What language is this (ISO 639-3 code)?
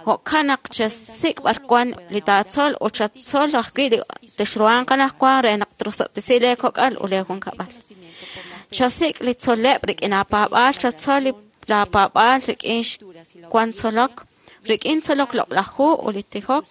kek